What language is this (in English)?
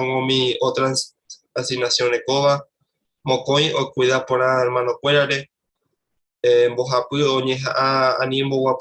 Guarani